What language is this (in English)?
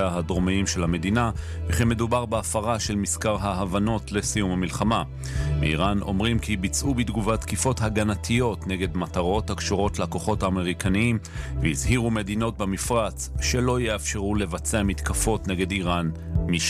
Hebrew